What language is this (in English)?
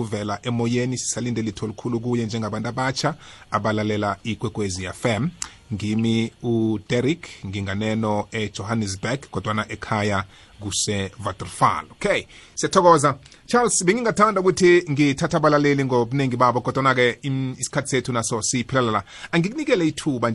South Ndebele